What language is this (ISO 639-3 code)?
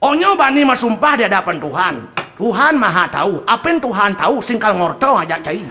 ban